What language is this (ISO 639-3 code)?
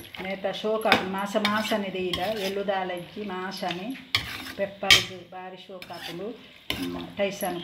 tcy